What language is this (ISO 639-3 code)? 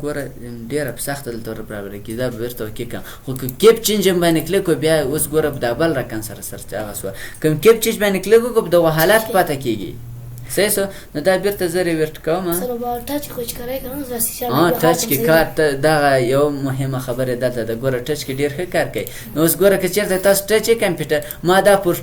pus